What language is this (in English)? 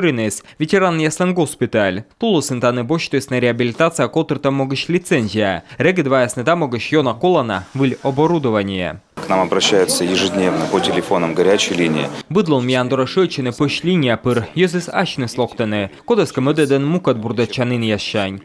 Komi